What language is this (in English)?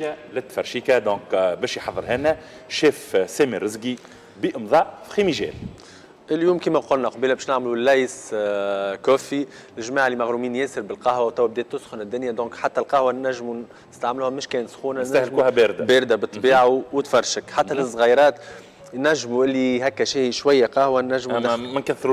Tunisian Arabic